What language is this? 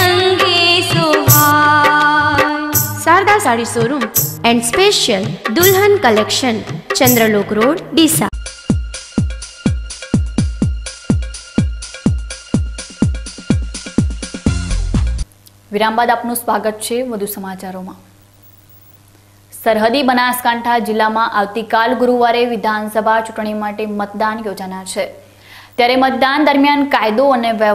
Gujarati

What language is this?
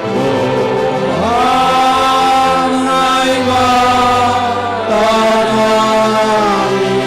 Batak Simalungun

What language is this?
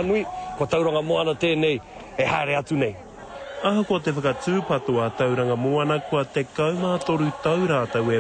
Māori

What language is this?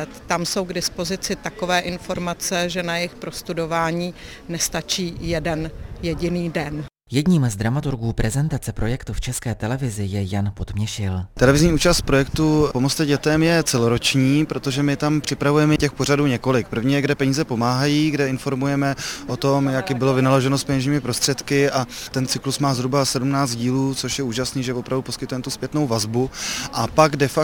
Czech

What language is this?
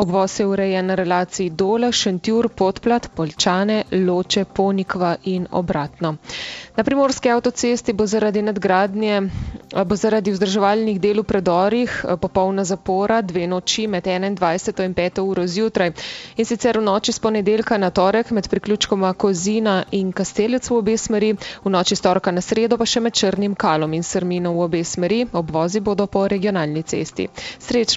Slovenian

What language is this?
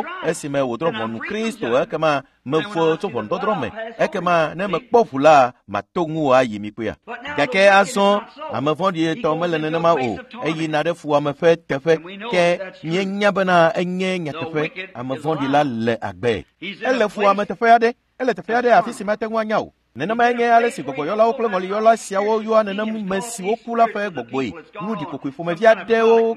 Ewe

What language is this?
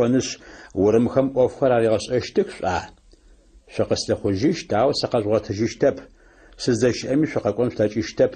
Adyghe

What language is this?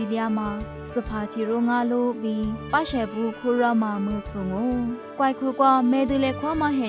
Lisu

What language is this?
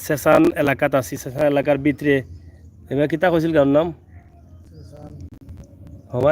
Sylheti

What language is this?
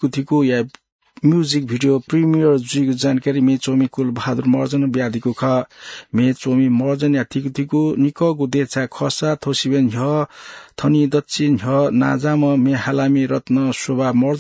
Newari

